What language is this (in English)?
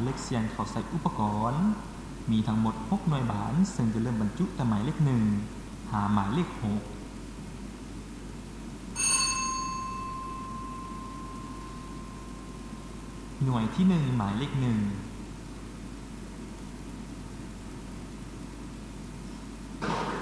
Lao